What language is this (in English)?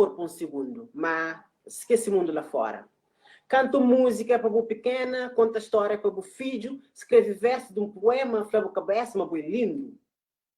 Kabuverdianu